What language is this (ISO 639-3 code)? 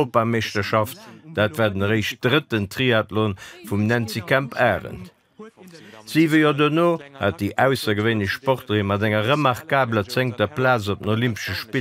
ltz